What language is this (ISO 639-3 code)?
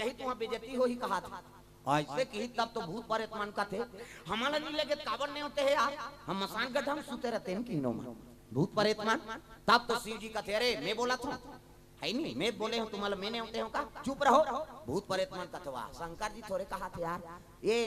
hne